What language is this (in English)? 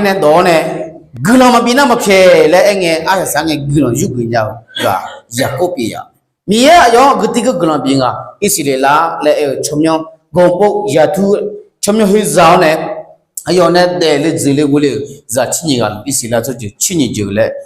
Akha